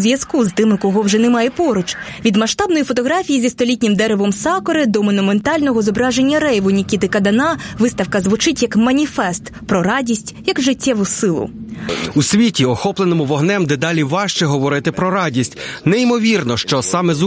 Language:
Ukrainian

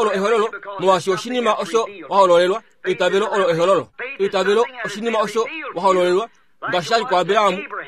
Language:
Kuanyama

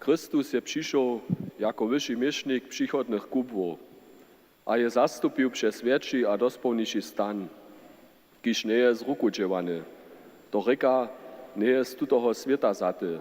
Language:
Upper Sorbian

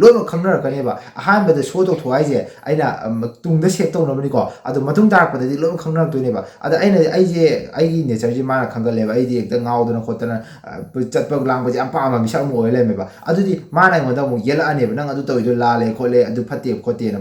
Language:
Manipuri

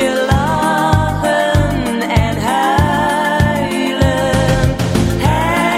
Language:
Dutch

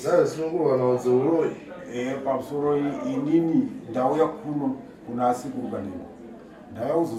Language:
Shona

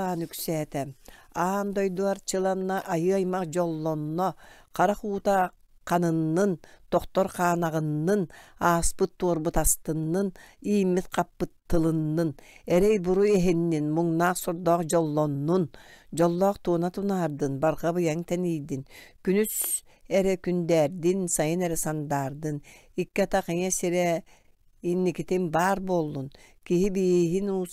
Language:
Yakut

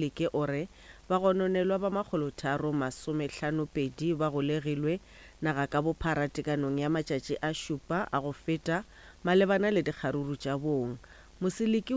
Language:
Northern Sotho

